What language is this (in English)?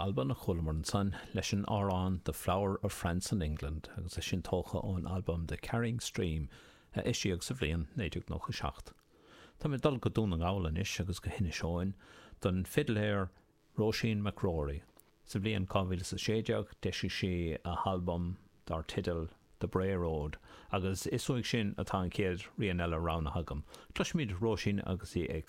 Irish